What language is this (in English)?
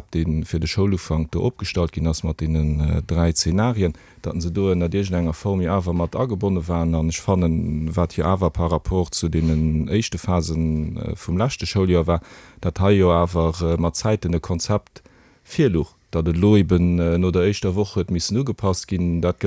Luxembourgish